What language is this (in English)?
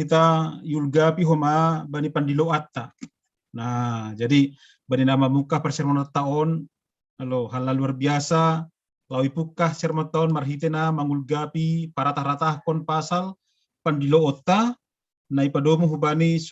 Batak Simalungun